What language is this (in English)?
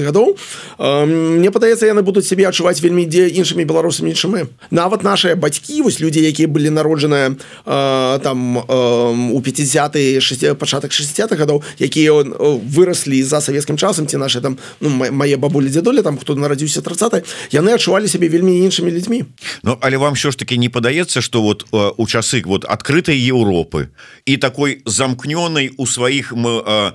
Belarusian